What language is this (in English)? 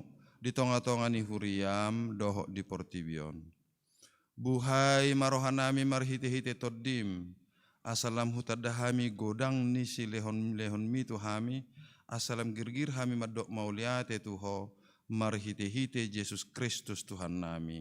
Batak Toba